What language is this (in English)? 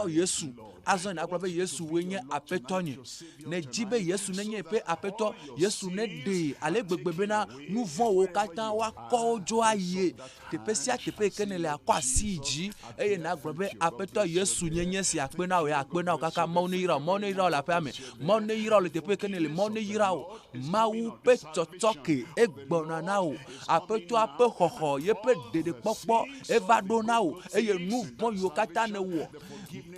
Ewe